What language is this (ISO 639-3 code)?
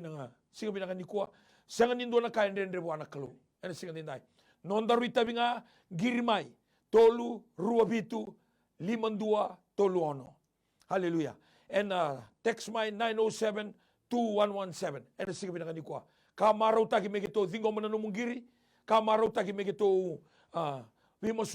fij